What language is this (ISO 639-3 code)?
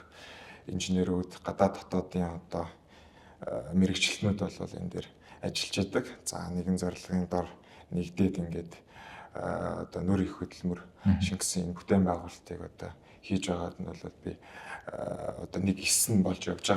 mon